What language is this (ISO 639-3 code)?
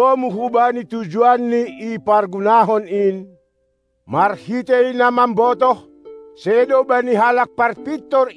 bts